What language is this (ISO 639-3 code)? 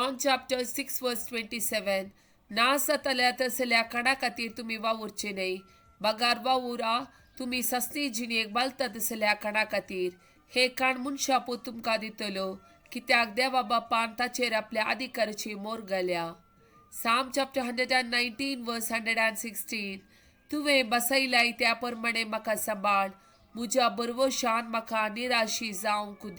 kok